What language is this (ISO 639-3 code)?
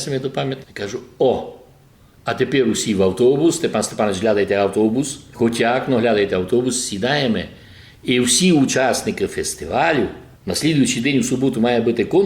rue